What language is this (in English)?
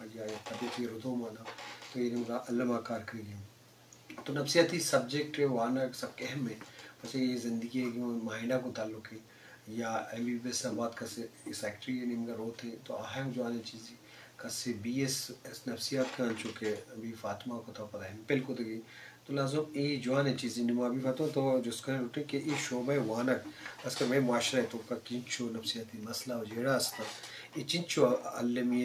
Eastern Balochi